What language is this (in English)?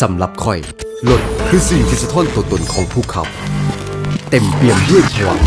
Lao